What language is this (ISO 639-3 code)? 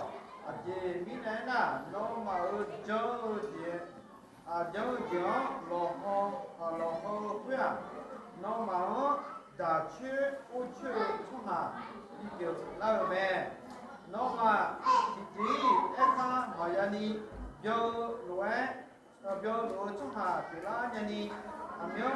ahk